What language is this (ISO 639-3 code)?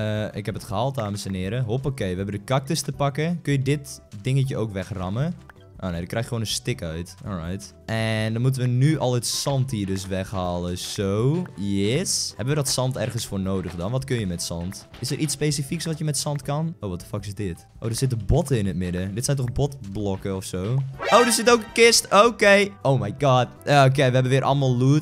nld